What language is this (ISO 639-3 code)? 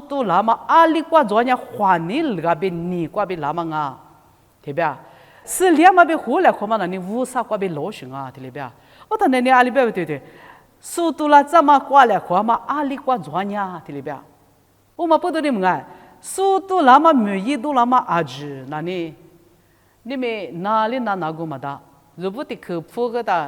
lis